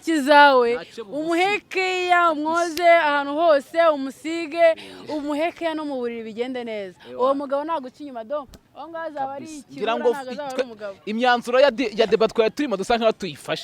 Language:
Kinyarwanda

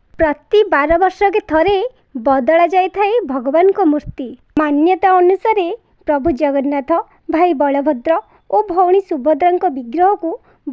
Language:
Odia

